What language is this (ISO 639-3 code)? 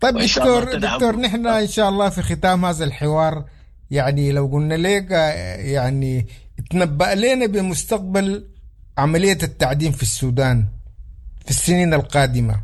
apd